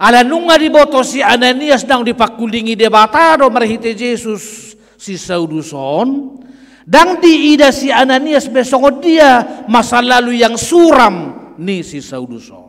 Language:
Batak Toba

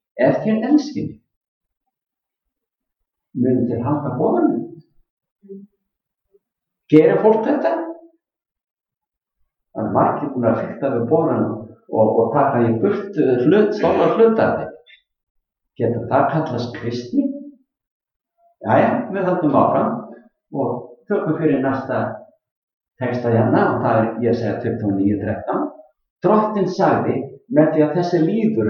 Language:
Icelandic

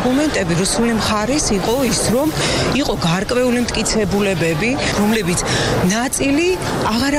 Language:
Georgian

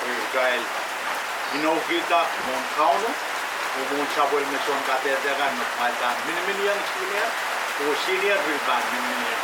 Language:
Pohnpeian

